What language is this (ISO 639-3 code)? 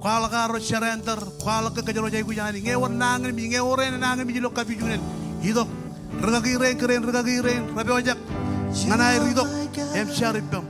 mah